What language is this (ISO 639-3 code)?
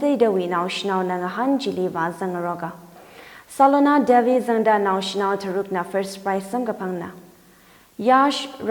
nmf